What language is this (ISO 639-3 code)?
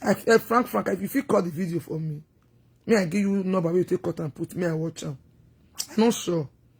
pcm